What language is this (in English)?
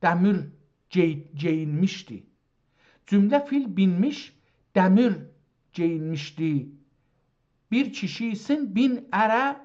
South Azerbaijani